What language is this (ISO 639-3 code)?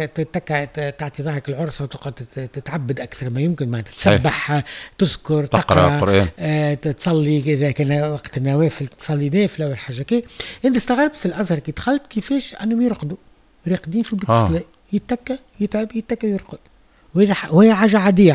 aeb